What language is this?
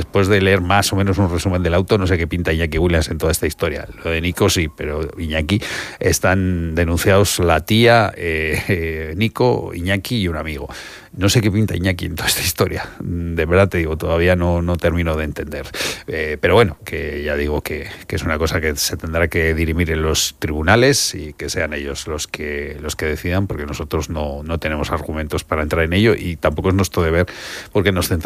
Spanish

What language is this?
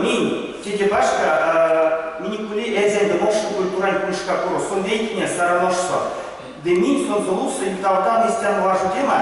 Erzya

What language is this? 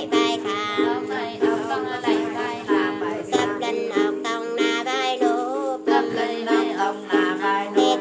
Vietnamese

